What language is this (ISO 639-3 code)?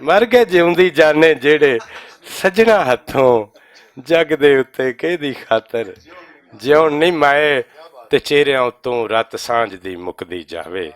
lah